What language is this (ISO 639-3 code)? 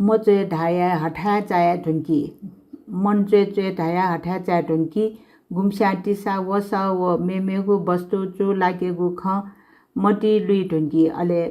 new